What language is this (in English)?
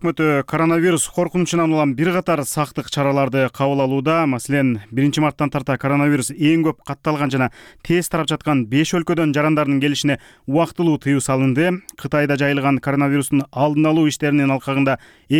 Kyrgyz